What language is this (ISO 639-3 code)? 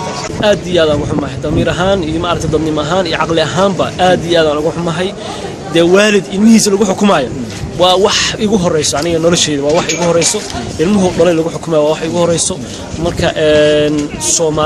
som